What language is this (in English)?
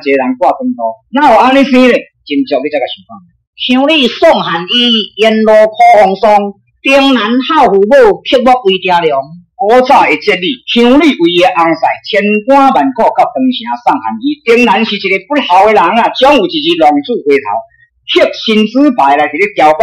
Min Nan Chinese